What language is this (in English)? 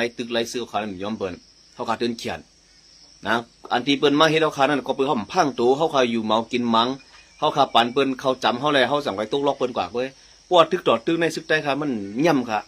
Shan